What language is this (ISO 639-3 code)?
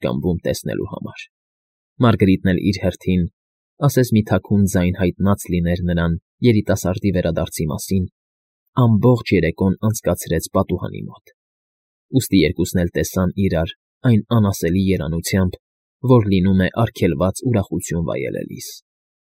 hye